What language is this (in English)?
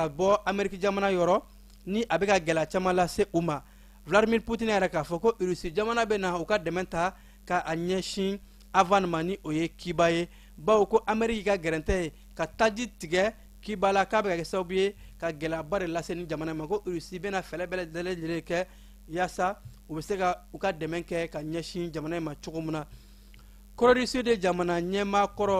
Bambara